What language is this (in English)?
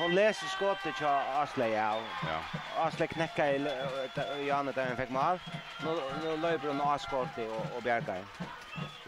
Faroese